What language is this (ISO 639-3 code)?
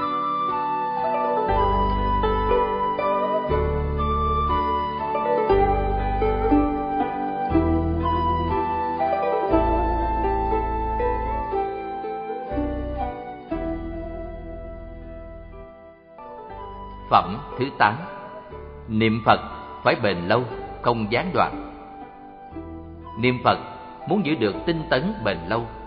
vie